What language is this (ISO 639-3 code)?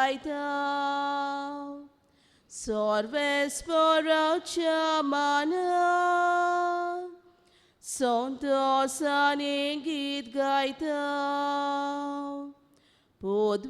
kok